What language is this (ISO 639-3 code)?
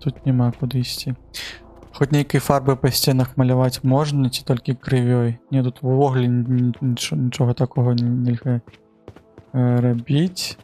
bel